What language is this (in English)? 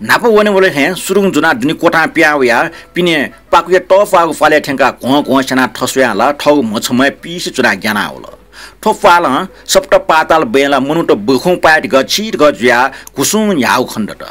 Newari